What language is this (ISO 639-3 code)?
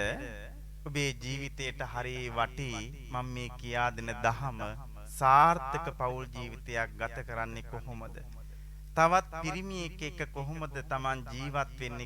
sin